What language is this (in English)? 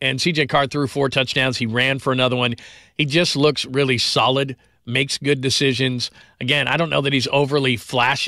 English